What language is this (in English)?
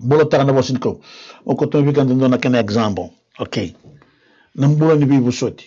Fijian